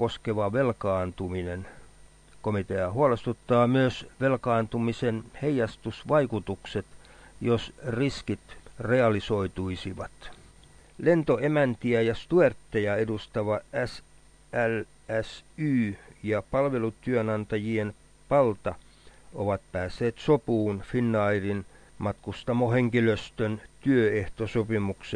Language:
Finnish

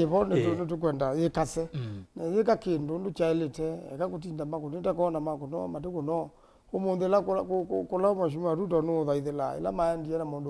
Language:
Kamba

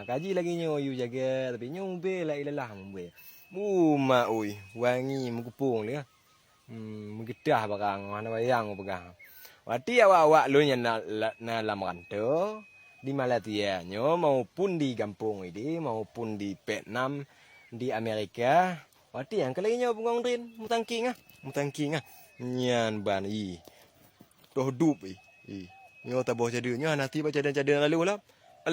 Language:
Achinese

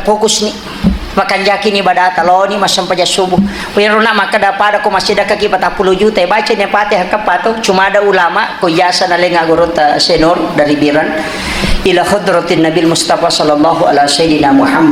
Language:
Buginese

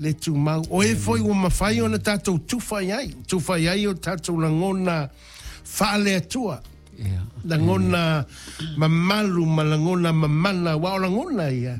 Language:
Samoan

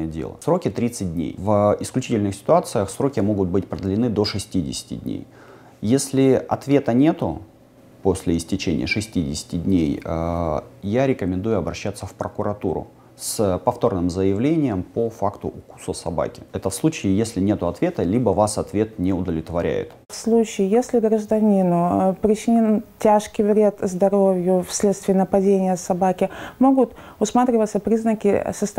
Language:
Russian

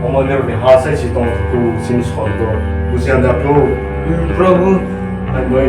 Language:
Kok Borok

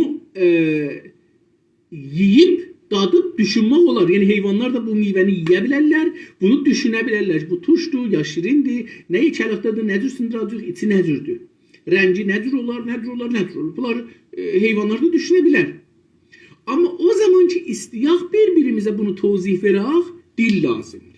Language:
South Azerbaijani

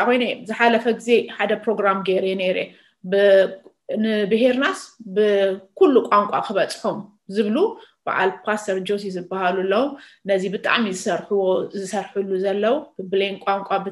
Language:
Tigrinya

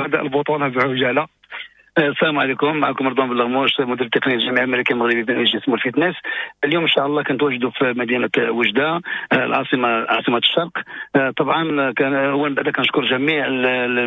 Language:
Moroccan Arabic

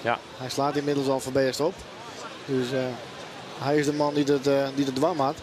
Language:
Western Frisian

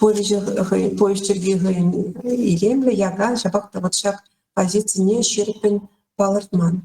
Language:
Chuvash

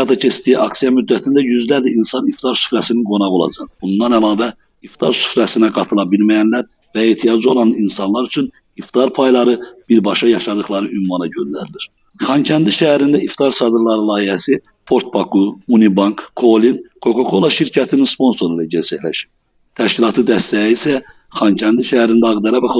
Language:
Azerbaijani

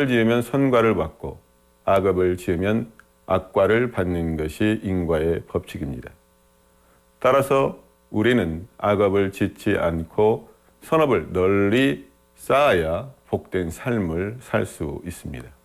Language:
Korean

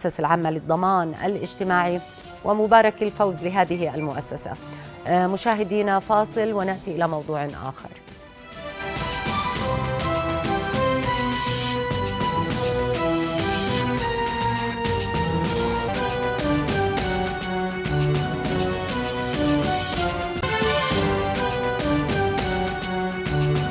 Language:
Arabic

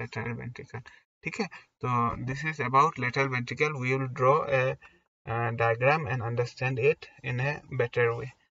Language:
Hindi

